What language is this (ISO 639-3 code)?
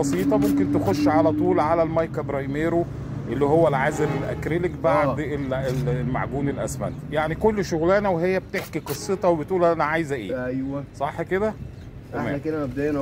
arz